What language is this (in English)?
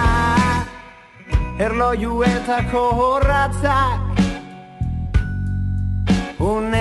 Basque